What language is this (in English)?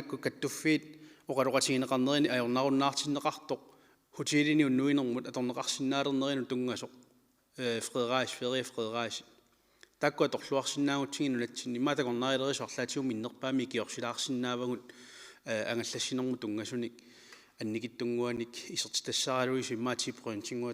Kalaallisut